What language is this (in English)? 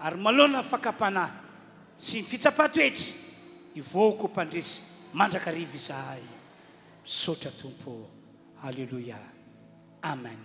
Malagasy